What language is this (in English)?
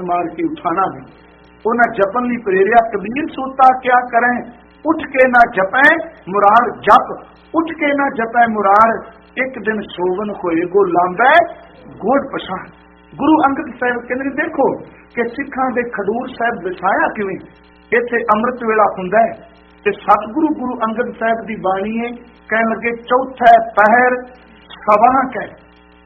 Punjabi